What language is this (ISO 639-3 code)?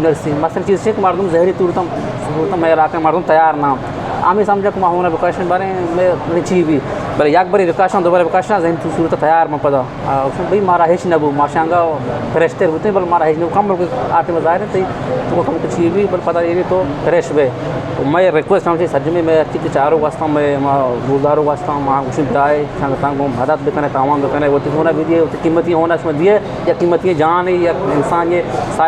bgp